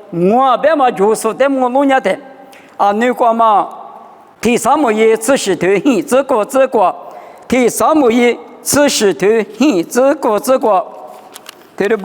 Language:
Lisu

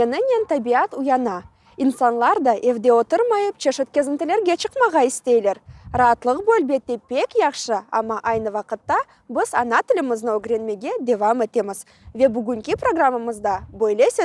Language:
Crimean Tatar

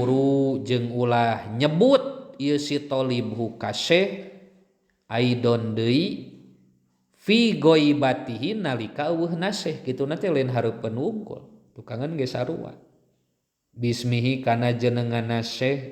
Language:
Sundanese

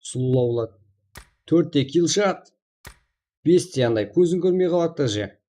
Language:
Kara-Kalpak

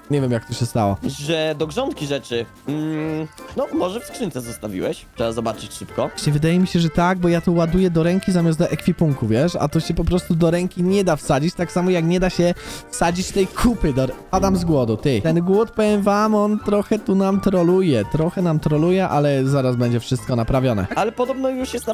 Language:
Polish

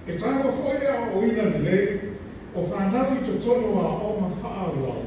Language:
Samoan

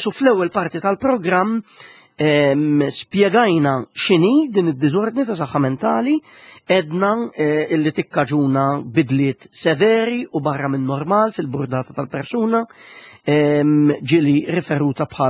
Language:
Maltese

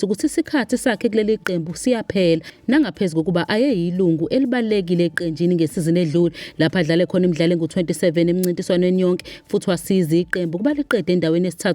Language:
Zulu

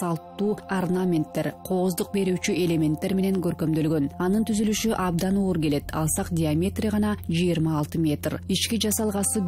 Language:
Kyrgyz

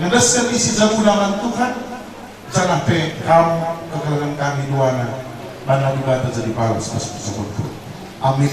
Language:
Batak Karo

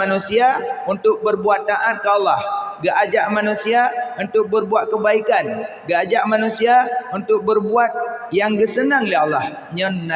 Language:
Achinese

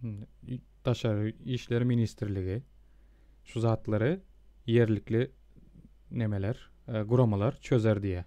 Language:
Turkmen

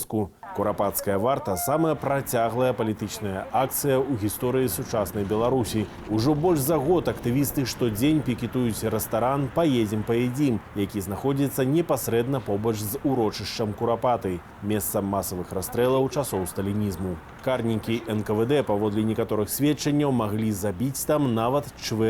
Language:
Belarusian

